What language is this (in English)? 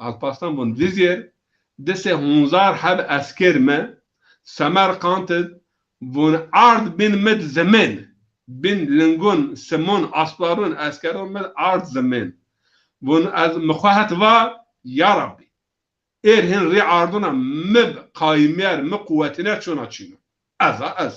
Zaza